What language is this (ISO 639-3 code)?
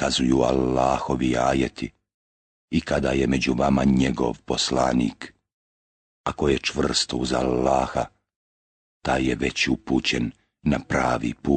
bos